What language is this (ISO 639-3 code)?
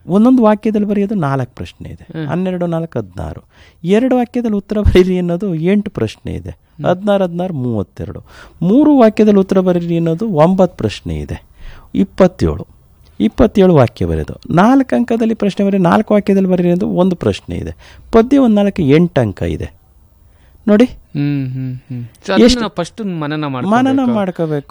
kan